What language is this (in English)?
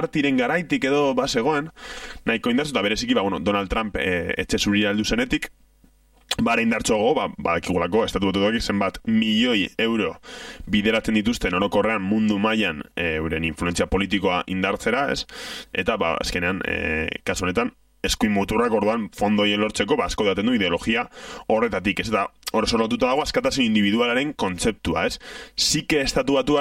Basque